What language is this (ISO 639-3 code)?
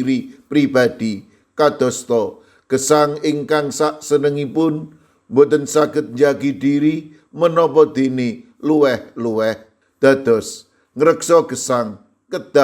jav